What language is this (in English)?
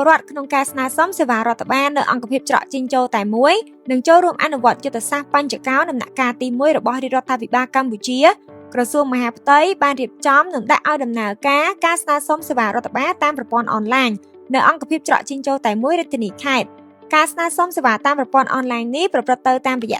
Khmer